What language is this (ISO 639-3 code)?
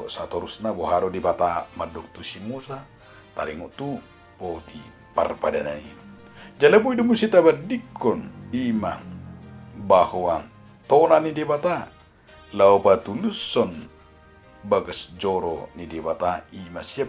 bbc